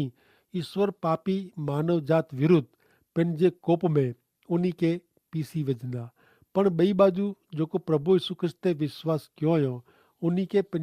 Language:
Kachhi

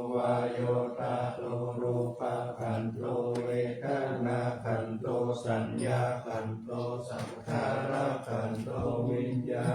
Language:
Pali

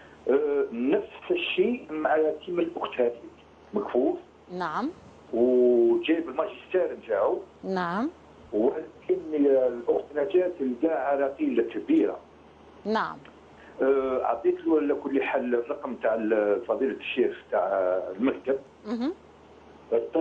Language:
Algerian Arabic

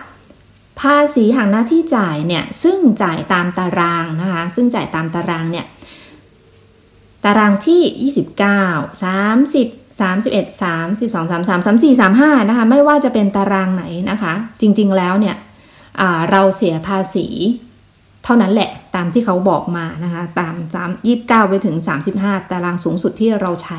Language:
Thai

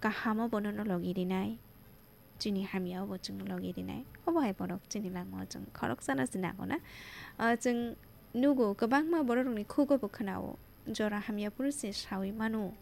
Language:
Kok Borok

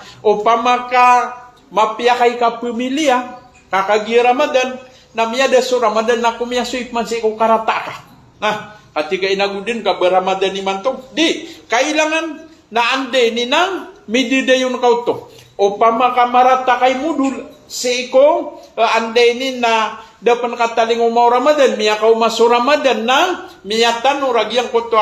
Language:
Maranao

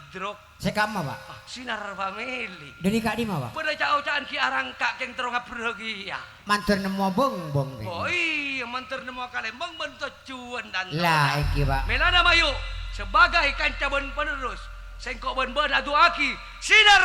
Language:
Madurese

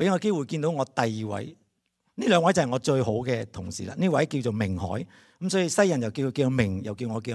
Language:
Cantonese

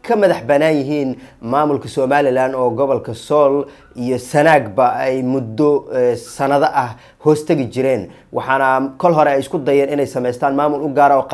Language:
Somali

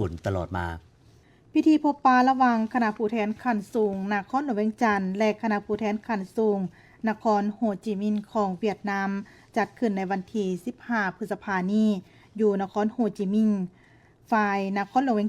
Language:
Lao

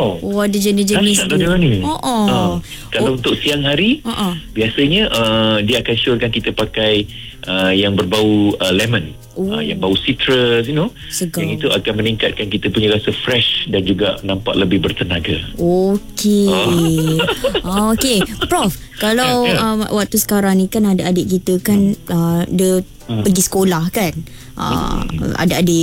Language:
Malay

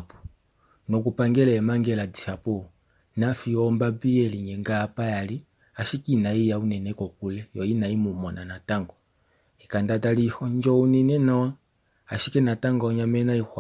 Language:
Kuanyama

